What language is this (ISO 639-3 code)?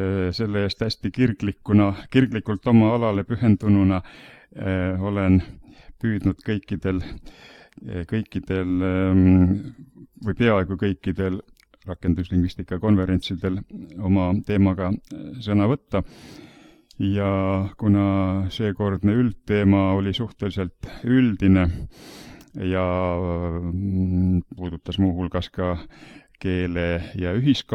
est